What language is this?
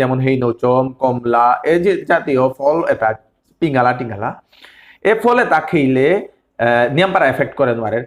Bishnupriya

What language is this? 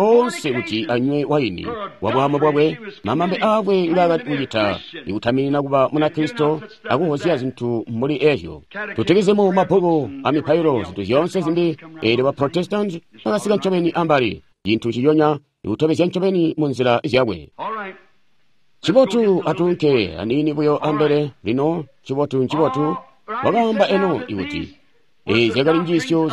Tonga (Zambia)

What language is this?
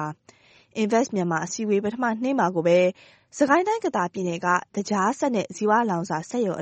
Burmese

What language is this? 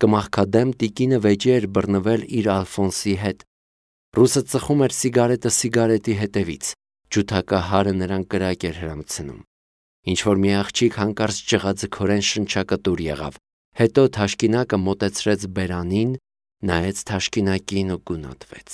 Armenian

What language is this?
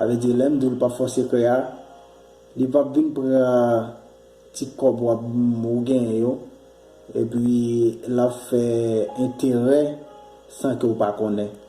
Haitian Creole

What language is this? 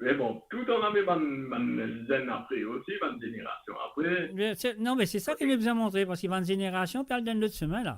Morisyen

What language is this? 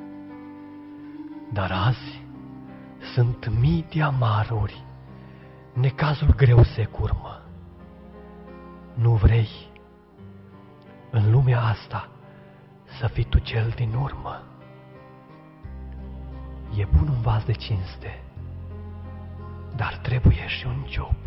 Romanian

